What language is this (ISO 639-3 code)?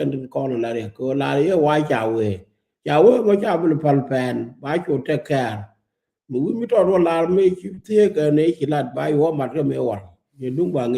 nus